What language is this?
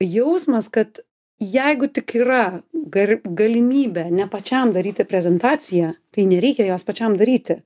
Lithuanian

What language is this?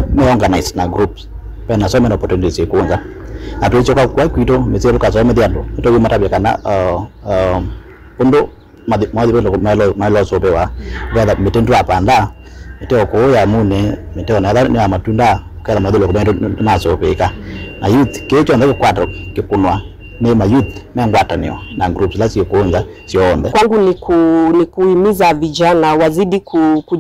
Kamba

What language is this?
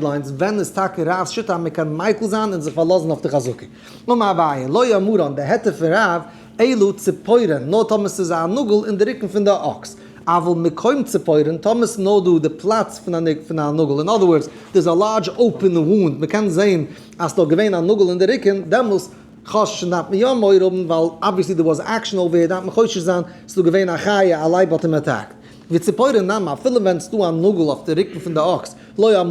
Yiddish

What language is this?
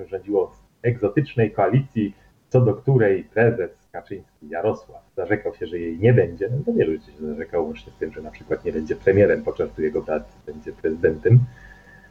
Polish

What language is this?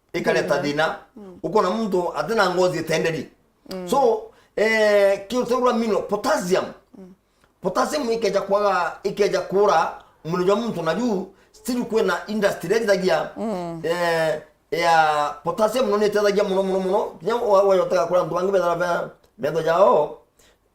Meru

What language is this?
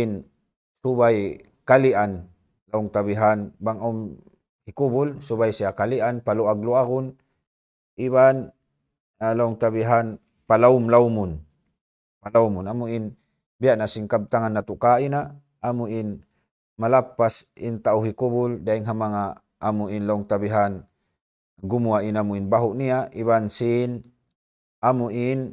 Tausug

